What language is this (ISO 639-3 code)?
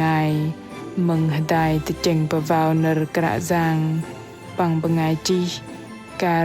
bdq